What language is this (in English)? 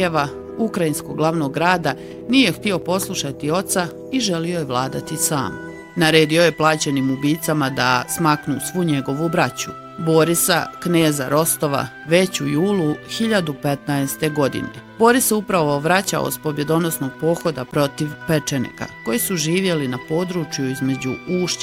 Bosnian